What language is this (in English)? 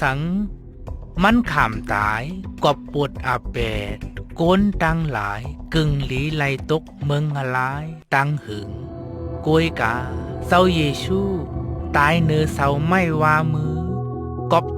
Shan